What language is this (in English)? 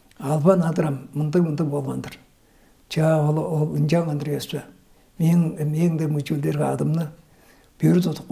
Tuvinian